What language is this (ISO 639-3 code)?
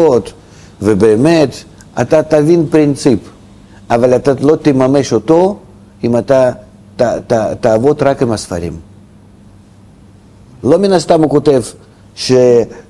heb